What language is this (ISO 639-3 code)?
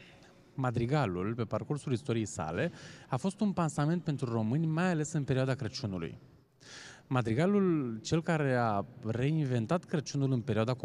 ron